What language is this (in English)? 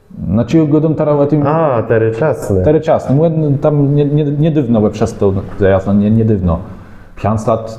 Kashubian